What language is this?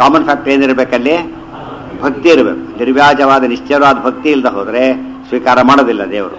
Kannada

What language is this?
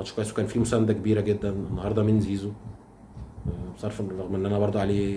Egyptian Arabic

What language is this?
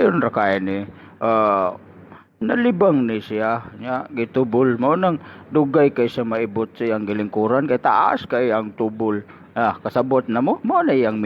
Cebuano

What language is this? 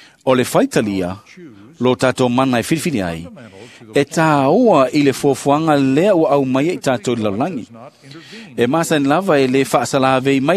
Samoan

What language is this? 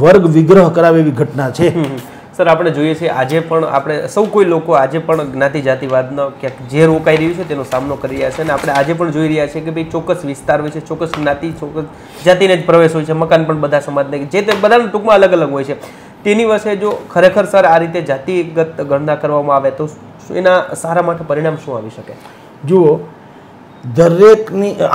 Gujarati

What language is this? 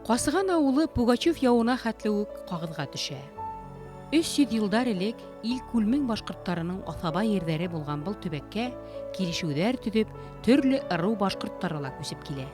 Bashkir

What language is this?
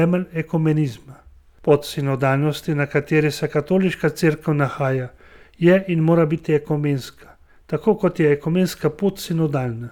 Slovenian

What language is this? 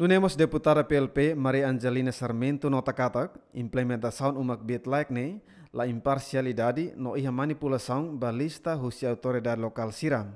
Tetum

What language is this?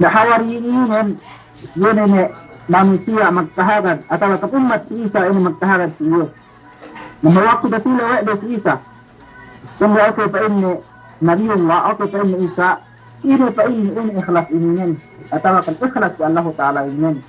Yakan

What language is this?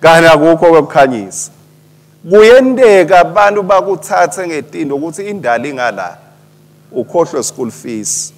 Swati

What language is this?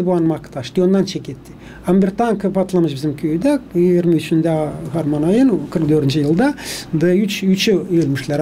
Gagauz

